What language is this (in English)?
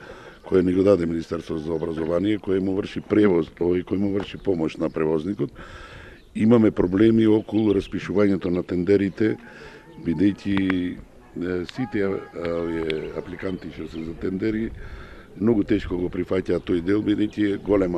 Macedonian